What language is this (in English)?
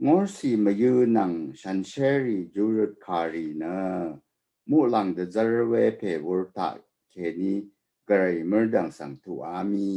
Rawang